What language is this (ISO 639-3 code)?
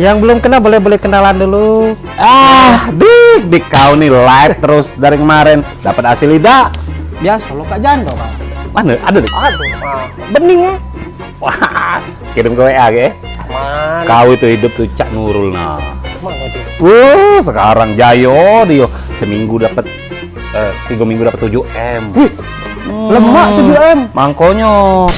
mui